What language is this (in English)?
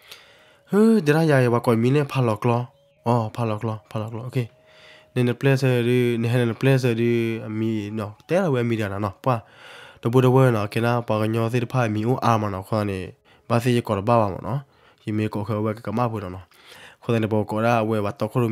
S'gaw Karen